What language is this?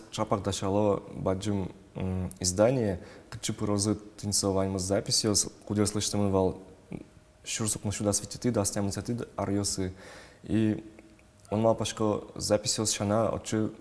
Udmurt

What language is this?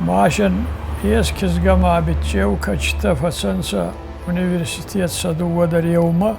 Ossetic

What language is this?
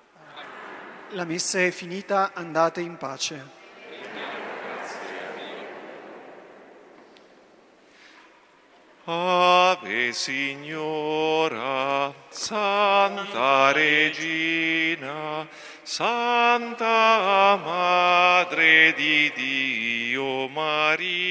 Italian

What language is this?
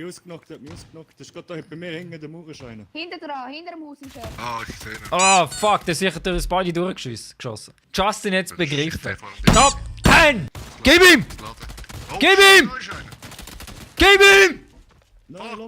Swiss German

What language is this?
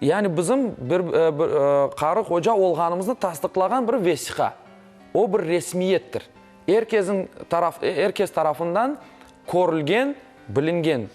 Crimean Tatar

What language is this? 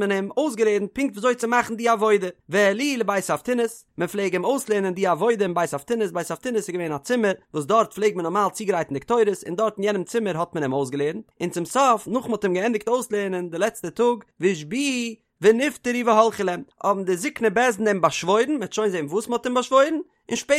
Yiddish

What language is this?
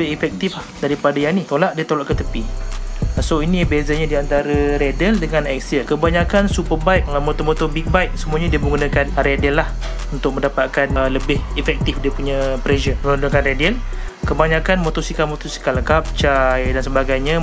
Malay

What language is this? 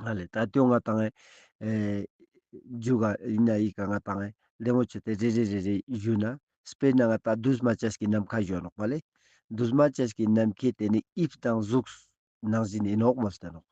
Ladakhi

